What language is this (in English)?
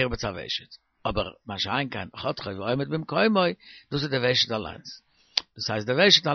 Yiddish